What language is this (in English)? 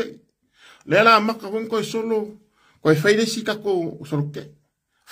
Samoan